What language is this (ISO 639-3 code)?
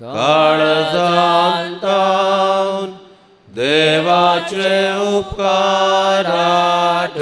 kok